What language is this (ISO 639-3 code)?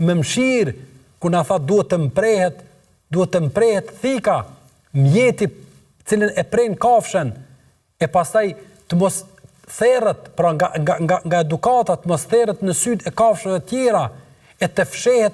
sqi